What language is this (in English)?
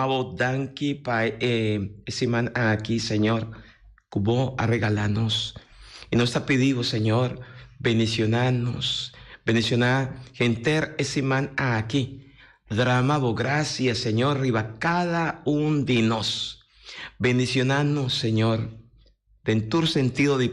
Papiamento